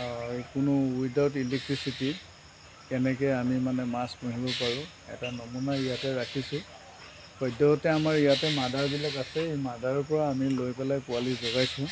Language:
Assamese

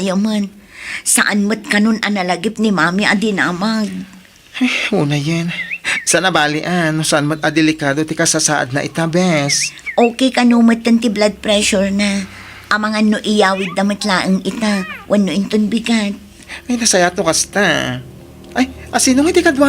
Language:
Iloko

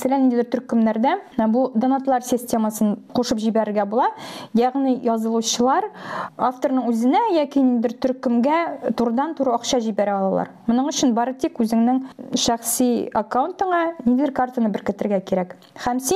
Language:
Tatar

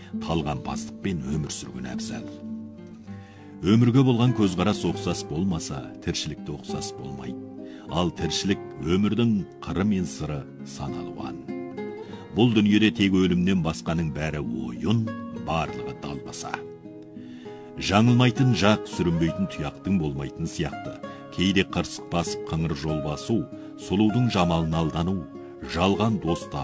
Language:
Kazakh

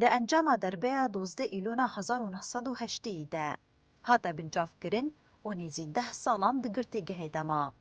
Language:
Kurdish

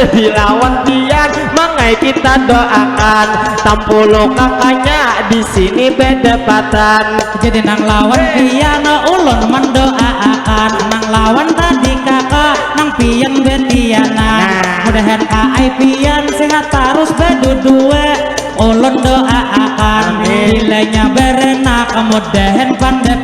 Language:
Banjar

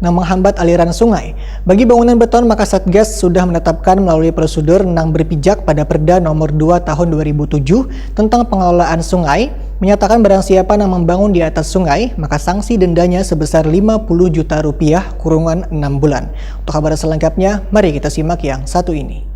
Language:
Banjar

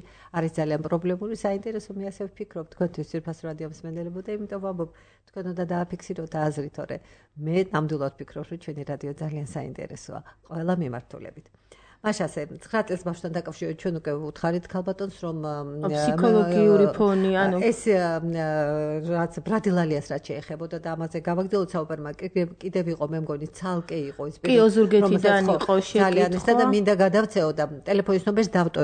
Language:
Georgian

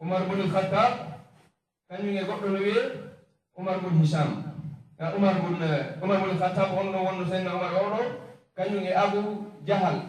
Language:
Fula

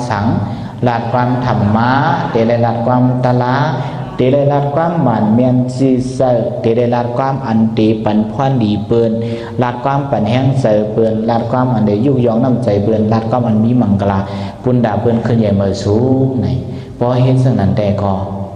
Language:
Shan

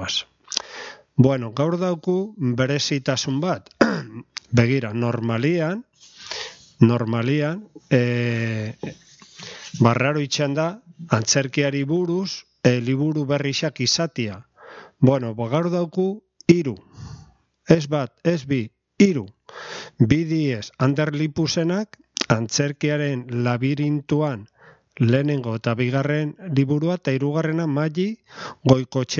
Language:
Basque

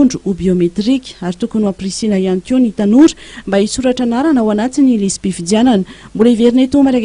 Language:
Malagasy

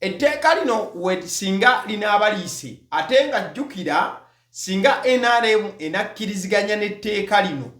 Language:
Ganda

